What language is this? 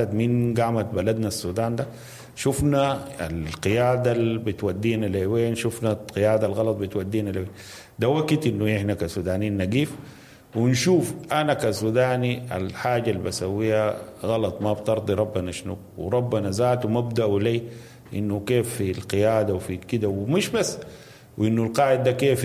Sudanese Arabic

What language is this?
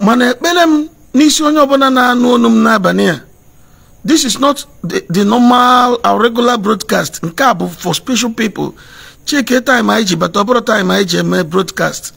Igbo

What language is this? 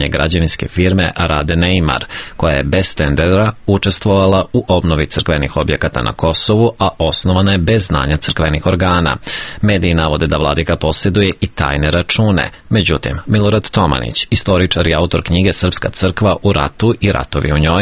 Serbian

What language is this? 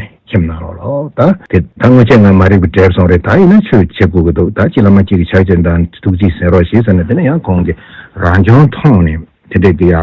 Tibetan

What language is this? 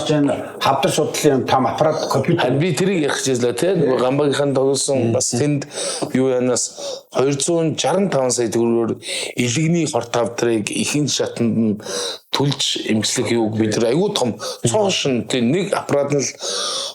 Mongolian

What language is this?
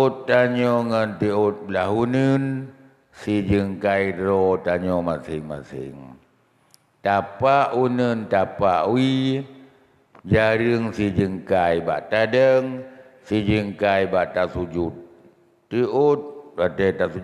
Achinese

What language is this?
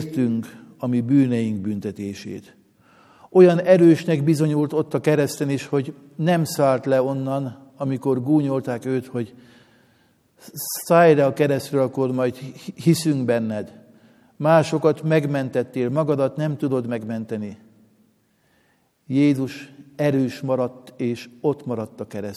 Hungarian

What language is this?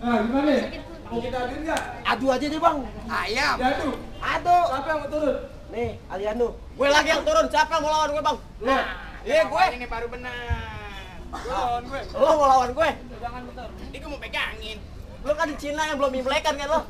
Betawi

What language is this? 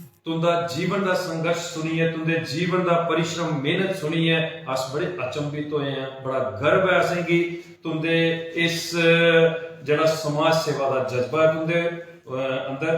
Dogri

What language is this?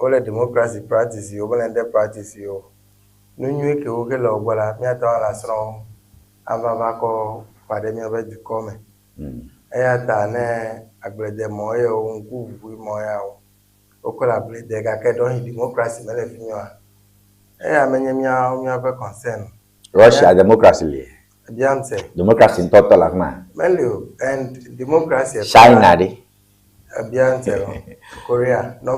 Ewe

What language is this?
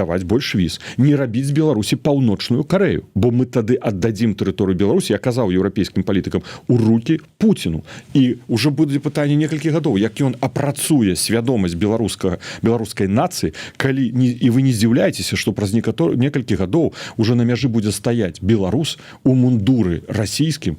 Belarusian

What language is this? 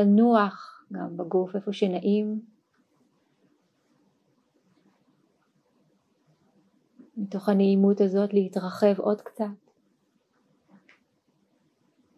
Hebrew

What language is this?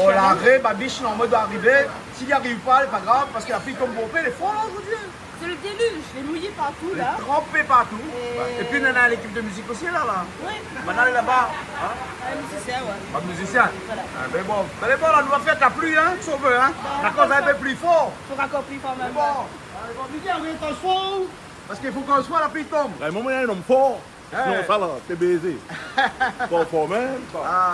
Réunion Creole French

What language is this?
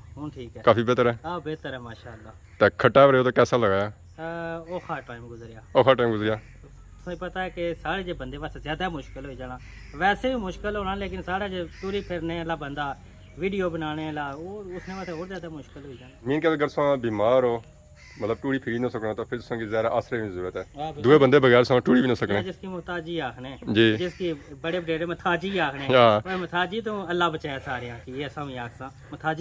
Pahari-Potwari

